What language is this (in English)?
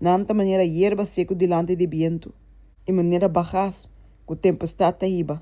Papiamento